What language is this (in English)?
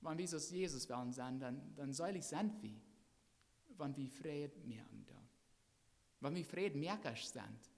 Plautdietsch